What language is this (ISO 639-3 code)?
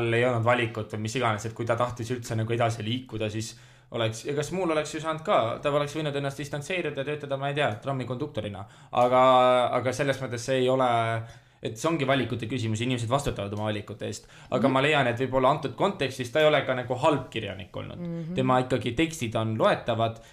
est